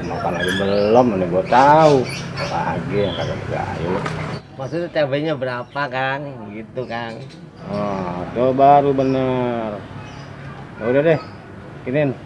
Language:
Betawi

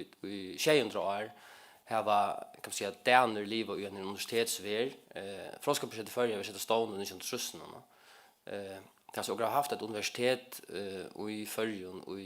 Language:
Faroese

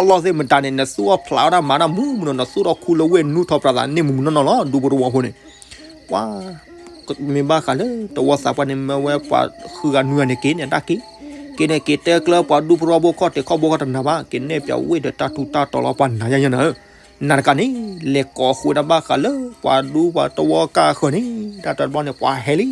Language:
S'gaw Karen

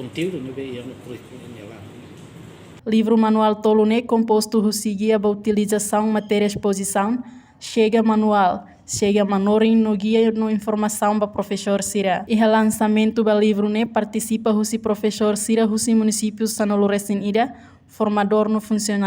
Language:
Tetum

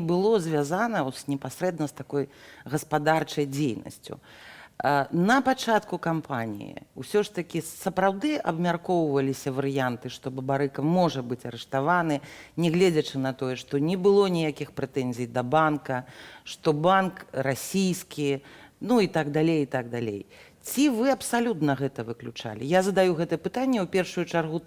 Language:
Belarusian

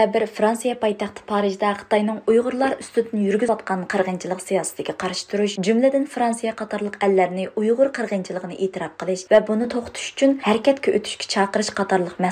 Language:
Uyghur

